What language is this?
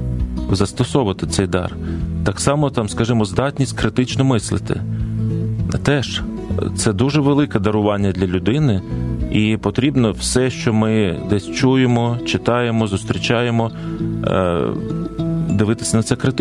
Ukrainian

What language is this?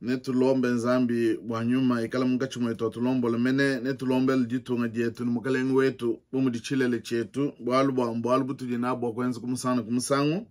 Luba-Lulua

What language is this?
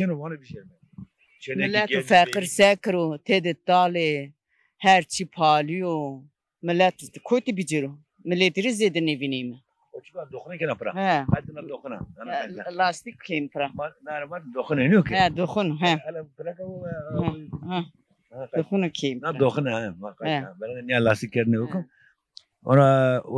Zaza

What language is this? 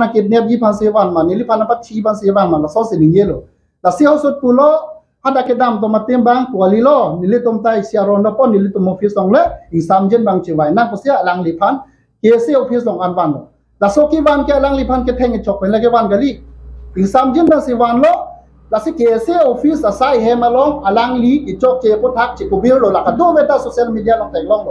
Karbi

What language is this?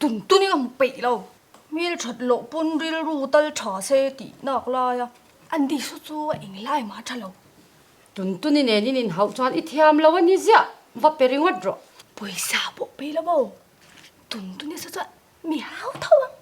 Mizo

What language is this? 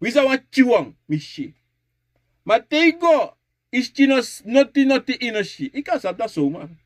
Sranan Tongo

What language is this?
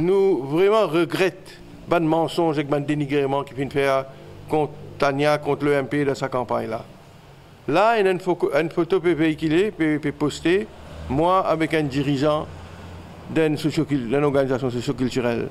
Morisyen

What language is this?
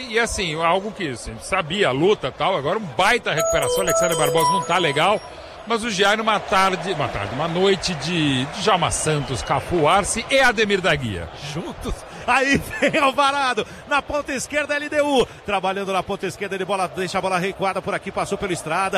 Portuguese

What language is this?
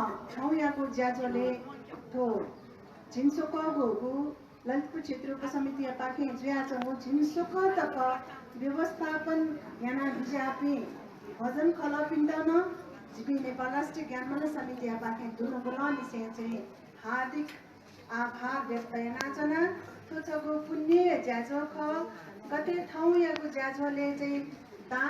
Newari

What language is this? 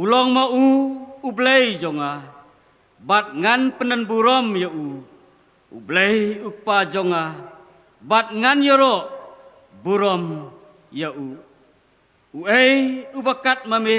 Khasi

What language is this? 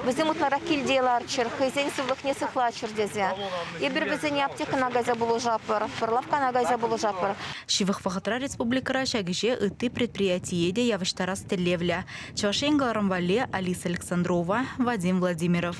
Chuvash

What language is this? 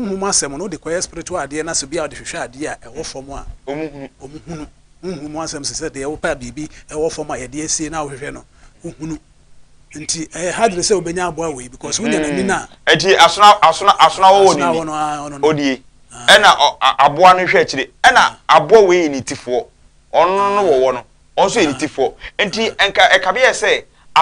Akan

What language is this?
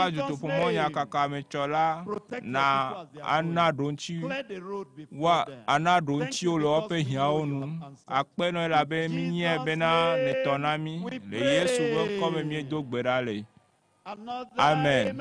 Ewe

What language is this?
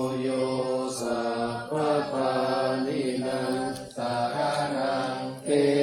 Pali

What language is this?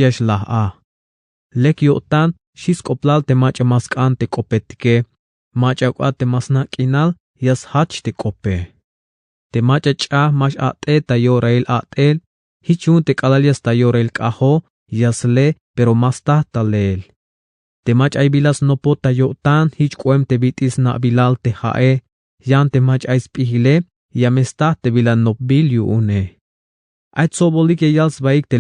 Tzeltal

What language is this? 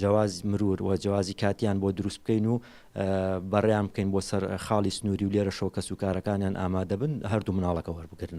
Central Kurdish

